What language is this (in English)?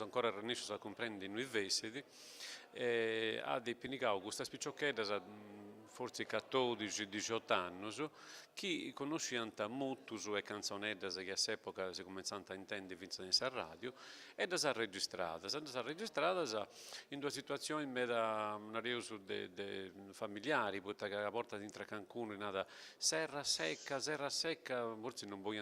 Sardinian